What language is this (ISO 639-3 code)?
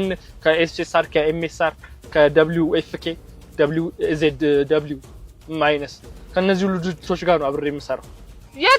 amh